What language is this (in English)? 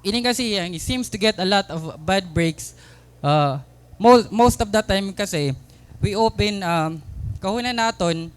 Waray